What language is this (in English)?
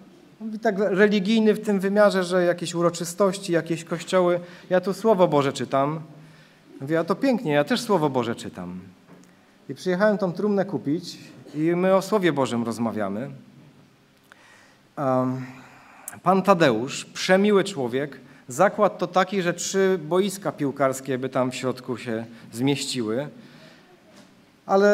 Polish